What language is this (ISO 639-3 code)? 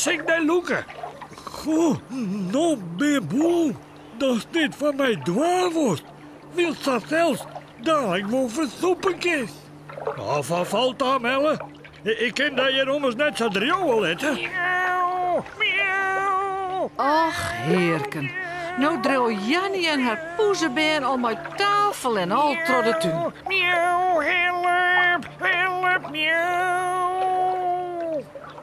fry